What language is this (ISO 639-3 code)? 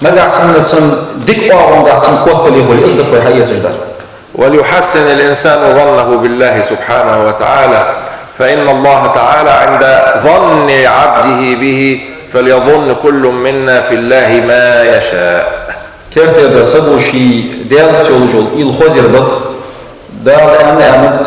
inh